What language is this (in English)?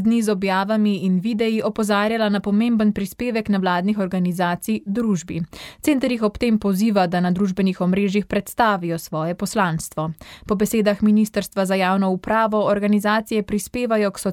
Slovenian